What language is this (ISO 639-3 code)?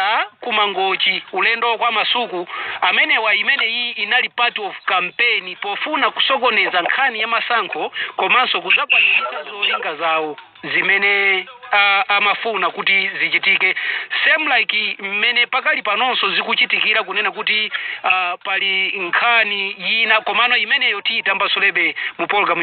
nya